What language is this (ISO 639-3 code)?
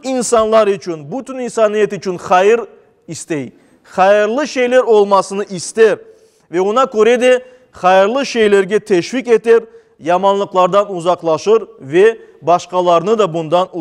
crh